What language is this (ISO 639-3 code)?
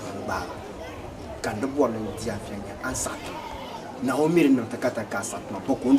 dag